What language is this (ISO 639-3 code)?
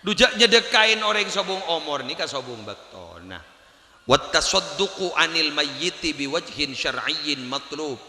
mad